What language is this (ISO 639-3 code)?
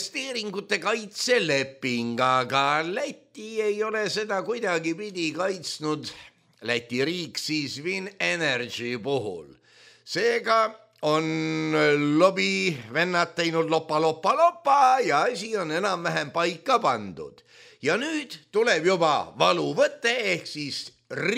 est